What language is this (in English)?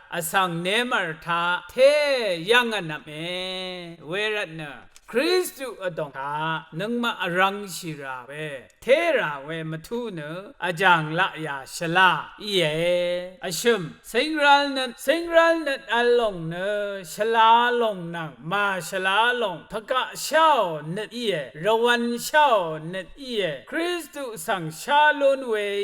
Rawang